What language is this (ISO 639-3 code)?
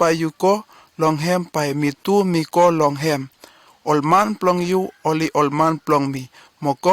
bis